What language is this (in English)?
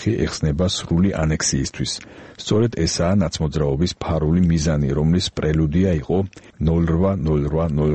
Georgian